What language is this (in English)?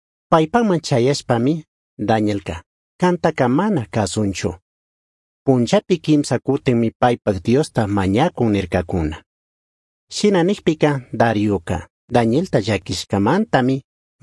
Chimborazo Highland Quichua